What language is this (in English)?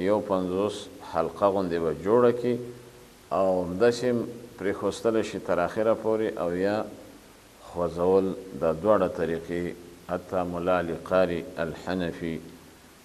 Pashto